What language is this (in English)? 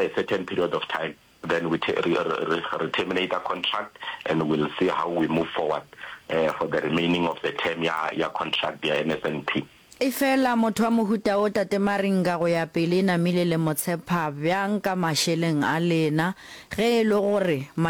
Northern Sotho